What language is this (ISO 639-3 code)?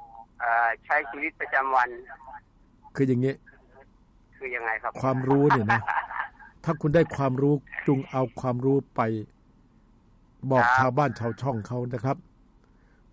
tha